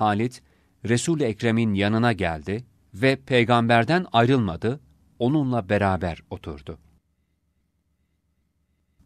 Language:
Turkish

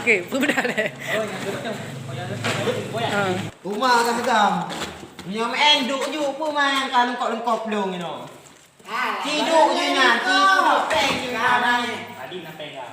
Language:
Achinese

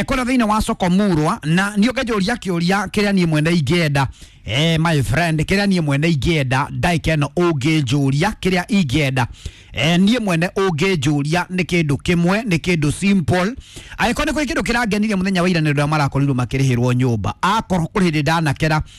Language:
Kikuyu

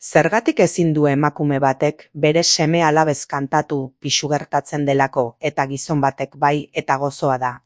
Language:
Basque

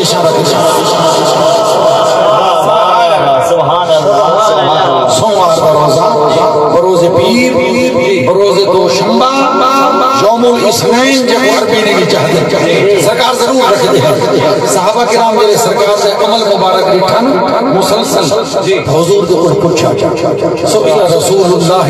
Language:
Saraiki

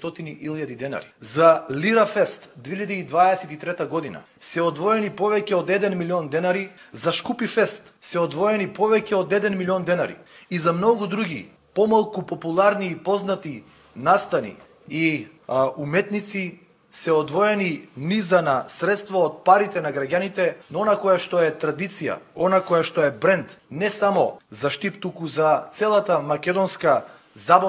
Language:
Macedonian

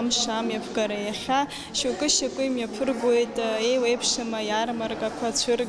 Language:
Abkhazian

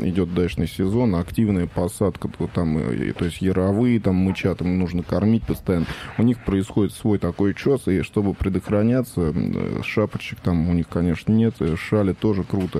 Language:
Russian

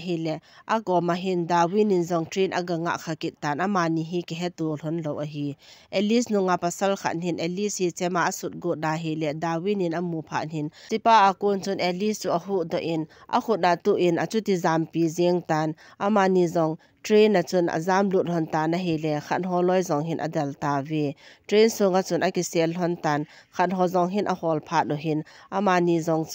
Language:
Thado Chin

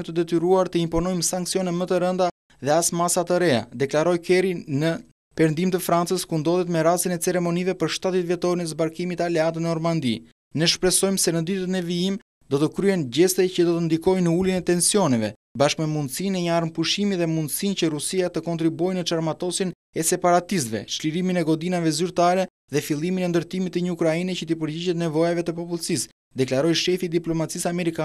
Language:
Albanian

